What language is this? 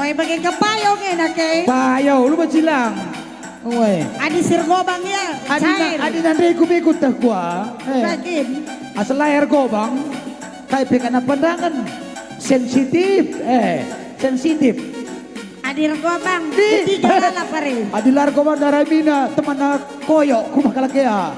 Batak Karo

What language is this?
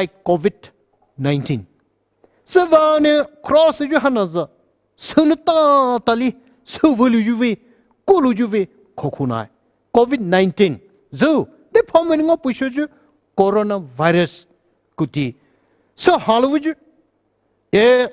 Poumei Naga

